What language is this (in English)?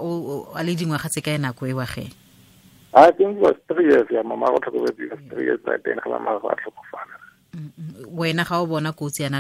Tswana